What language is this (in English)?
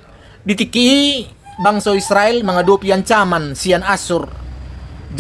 Batak Toba